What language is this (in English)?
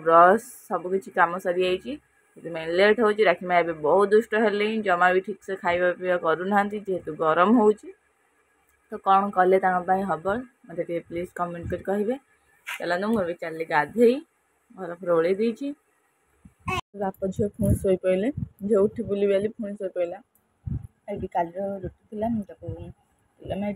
Odia